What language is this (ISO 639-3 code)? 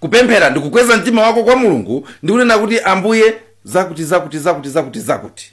nya